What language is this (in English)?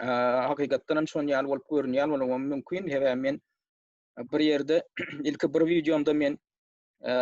Turkmen